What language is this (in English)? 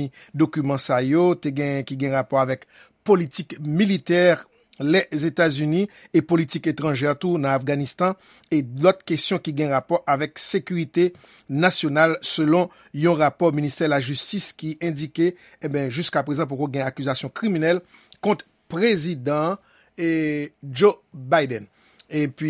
Haitian Creole